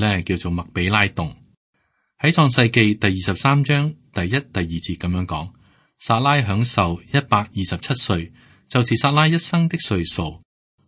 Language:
Cantonese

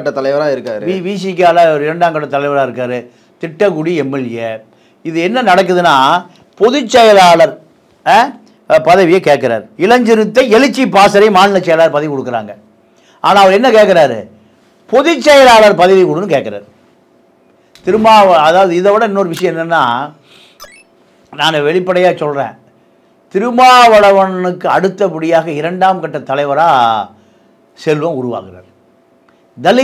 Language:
Tamil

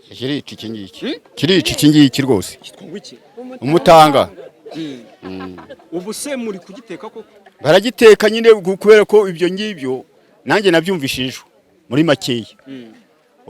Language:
Kinyarwanda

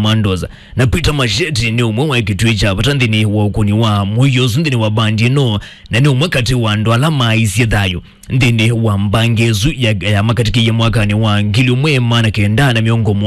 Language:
Kamba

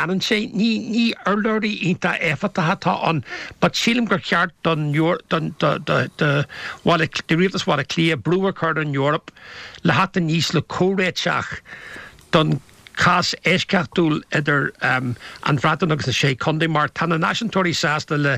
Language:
Irish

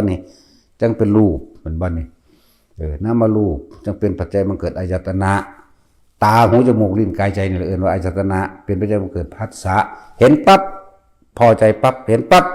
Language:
Northeastern Thai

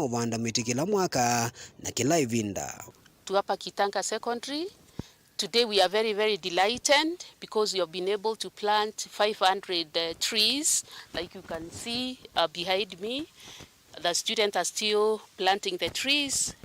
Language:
Kamba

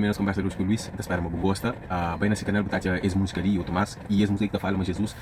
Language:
Kabuverdianu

